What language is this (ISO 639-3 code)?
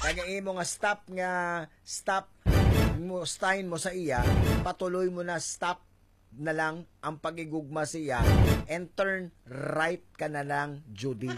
hil